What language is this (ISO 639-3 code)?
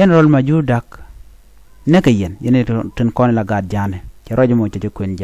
nus